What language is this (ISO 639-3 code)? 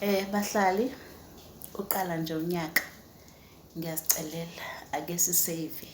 zul